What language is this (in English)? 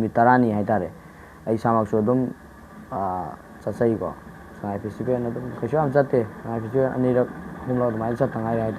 Manipuri